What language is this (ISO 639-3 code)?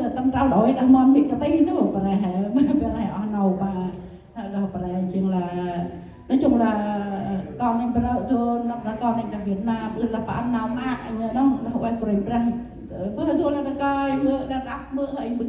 cmo